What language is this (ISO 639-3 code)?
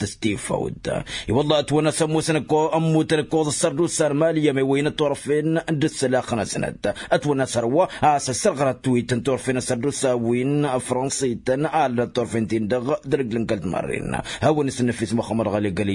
taq